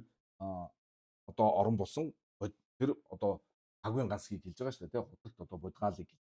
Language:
Mongolian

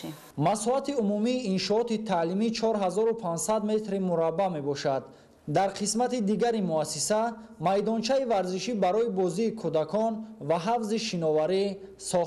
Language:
Tajik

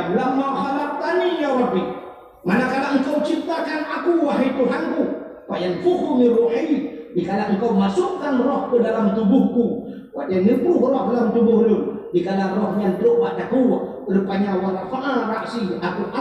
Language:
Achinese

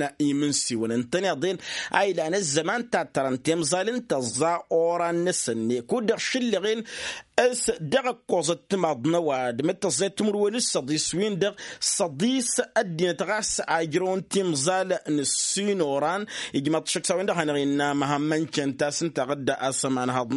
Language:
Tamasheq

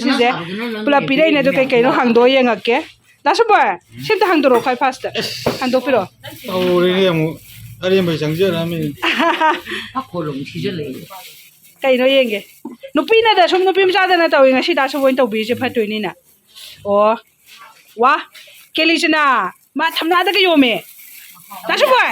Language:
Manipuri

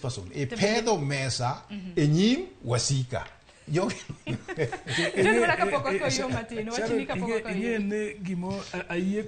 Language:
Luo (Kenya and Tanzania)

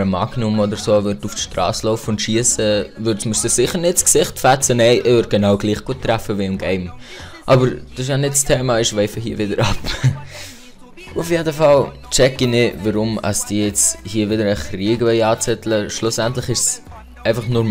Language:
Swiss German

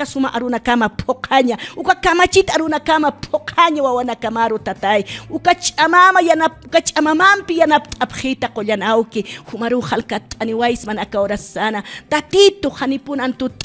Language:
Aymara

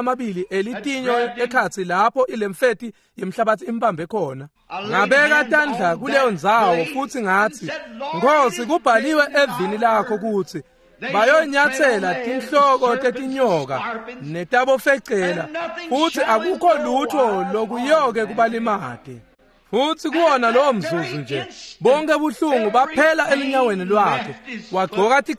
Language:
Swati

